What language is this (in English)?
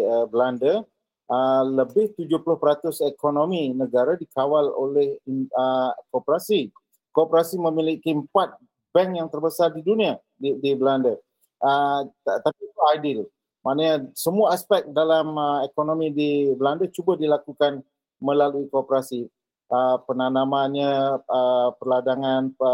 Malay